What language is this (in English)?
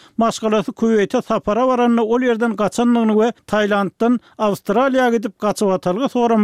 Turkmen